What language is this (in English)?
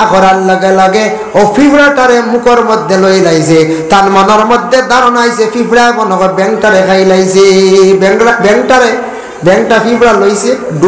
Sylheti